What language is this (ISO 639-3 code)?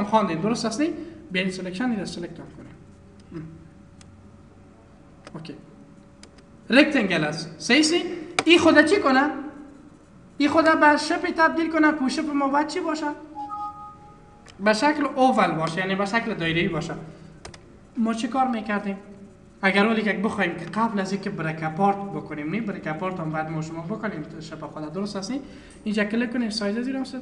fas